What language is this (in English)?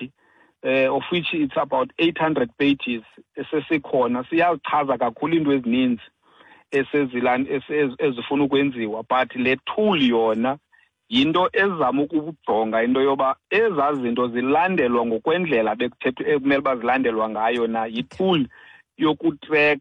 Xhosa